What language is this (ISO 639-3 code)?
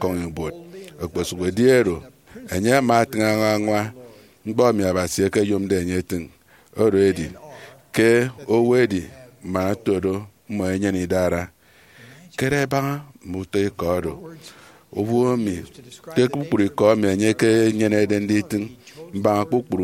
efi